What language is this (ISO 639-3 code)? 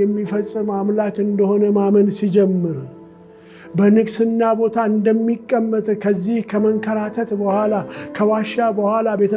amh